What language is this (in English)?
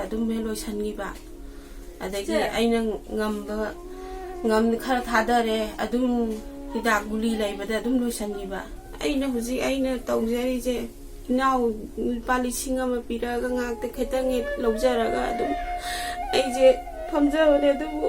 Manipuri